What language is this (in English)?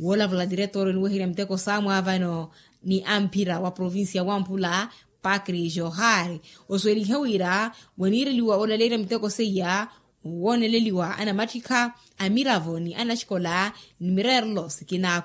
Makhuwa